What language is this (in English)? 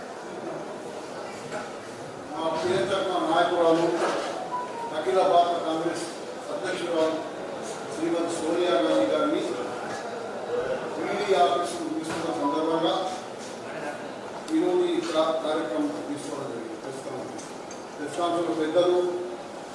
Telugu